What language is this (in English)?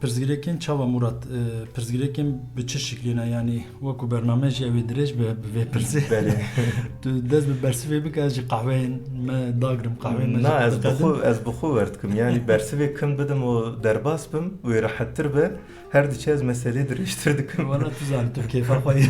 Kurdish